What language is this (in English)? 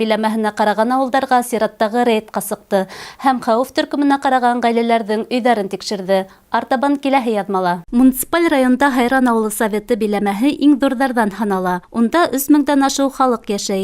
Bashkir